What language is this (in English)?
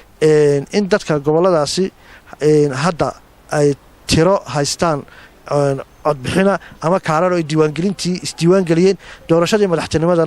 Somali